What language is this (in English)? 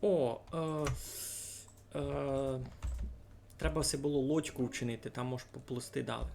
Rusyn